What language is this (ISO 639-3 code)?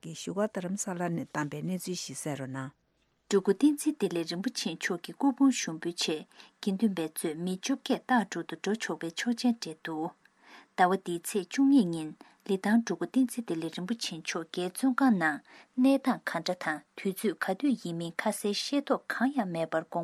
bod